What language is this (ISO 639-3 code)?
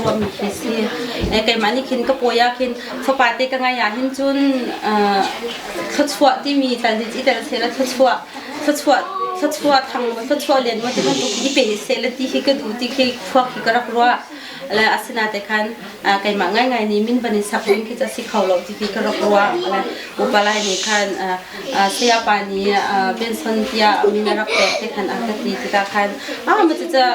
cnh